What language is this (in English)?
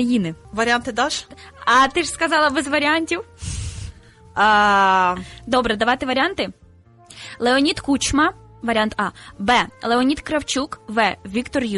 Ukrainian